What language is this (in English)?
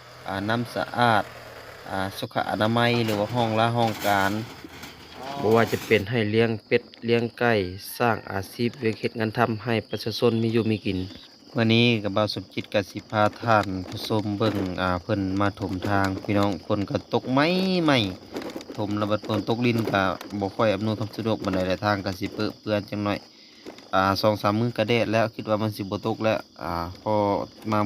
Lao